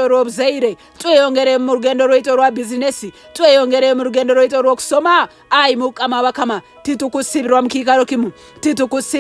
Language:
Nyankole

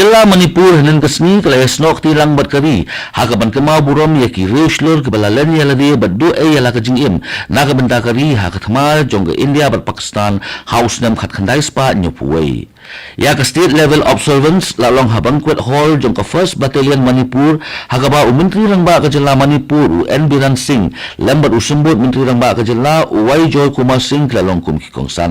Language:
Khasi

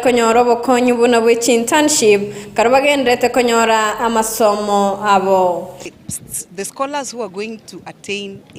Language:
Gusii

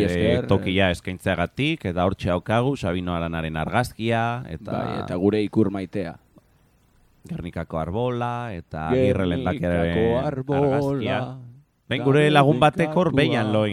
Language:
Basque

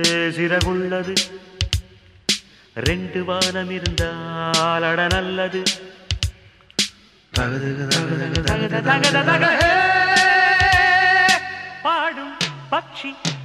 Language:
Tamil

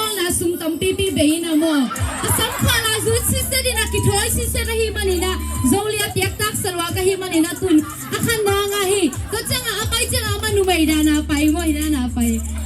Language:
Tedim Chin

